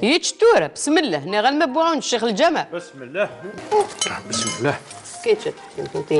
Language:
Kabyle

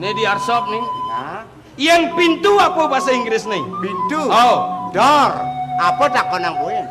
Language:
Balinese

